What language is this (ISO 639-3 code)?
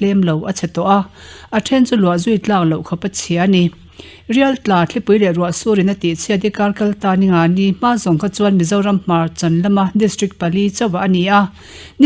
lus